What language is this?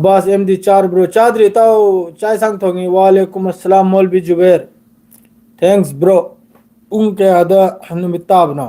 Manipuri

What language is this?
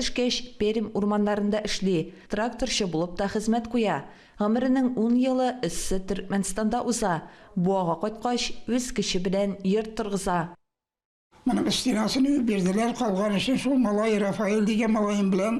Tatar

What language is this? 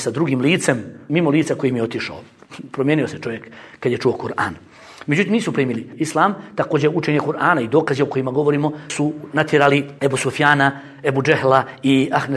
Bosnian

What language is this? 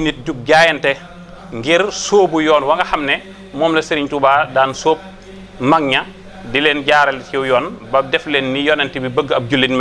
Wolof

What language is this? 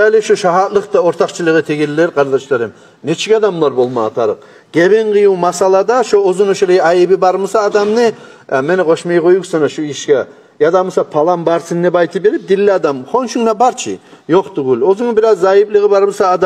Kumyk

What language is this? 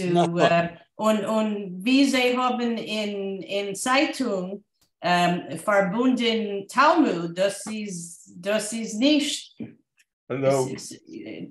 Yiddish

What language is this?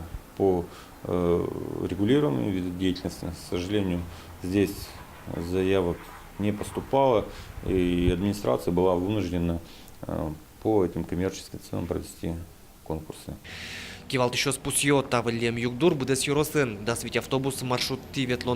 Udmurt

